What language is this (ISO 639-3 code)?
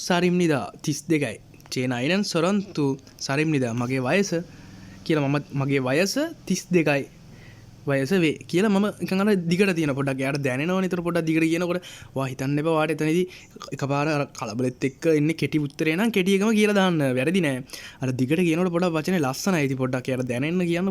sin